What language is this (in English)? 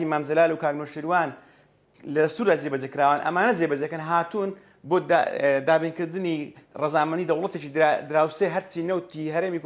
Central Kurdish